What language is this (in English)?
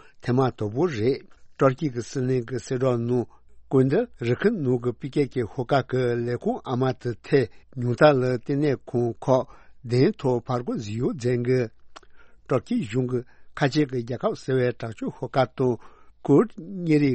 Tibetan